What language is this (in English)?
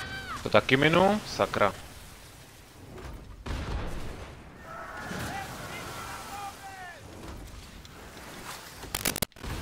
Czech